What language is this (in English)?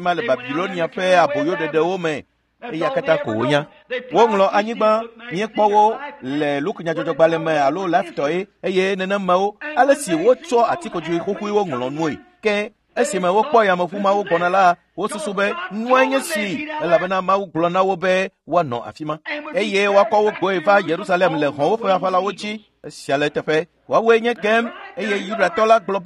Ewe